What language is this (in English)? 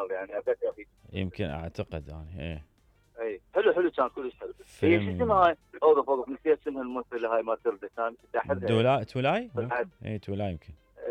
Mesopotamian Arabic